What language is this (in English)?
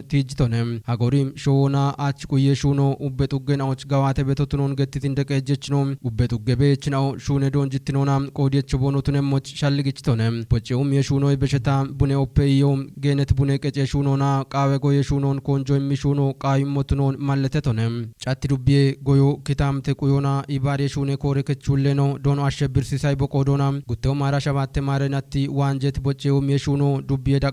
Kafa